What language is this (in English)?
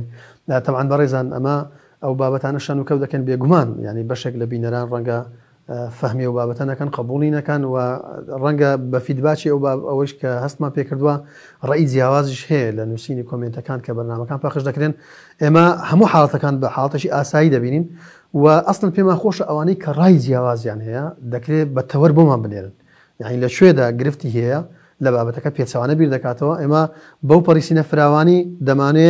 Central Kurdish